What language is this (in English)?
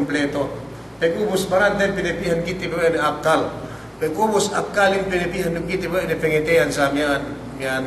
Yakan